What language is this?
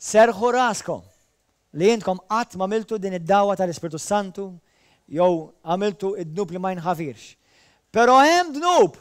Maltese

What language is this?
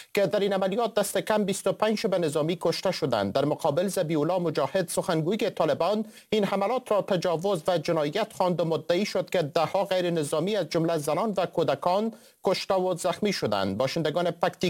Persian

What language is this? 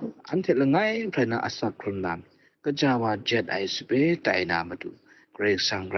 Kachin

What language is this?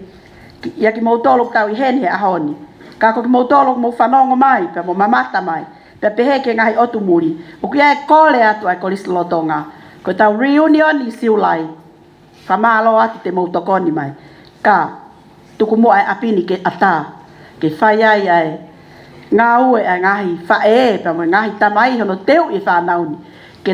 Tongan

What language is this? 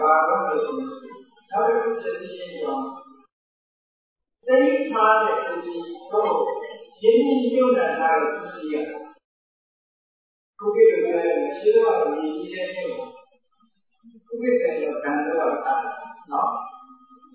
Burmese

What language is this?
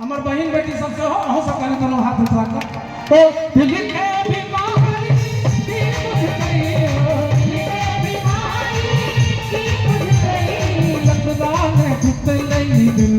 Maithili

